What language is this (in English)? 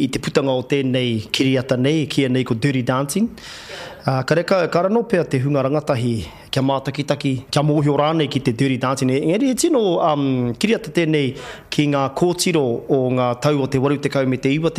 Māori